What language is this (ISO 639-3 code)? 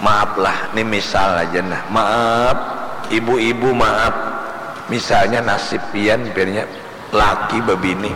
bjn